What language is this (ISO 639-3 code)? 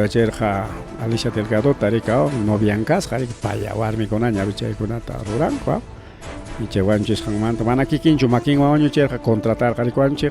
quy